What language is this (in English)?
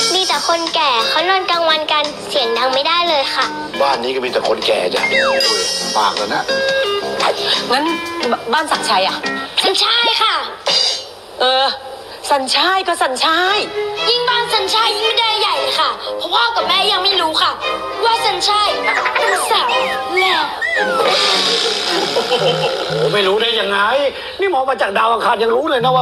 Thai